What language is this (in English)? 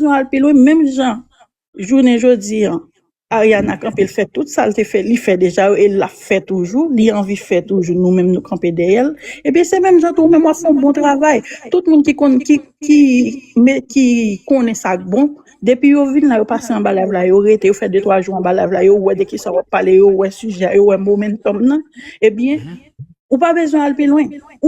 Haitian Creole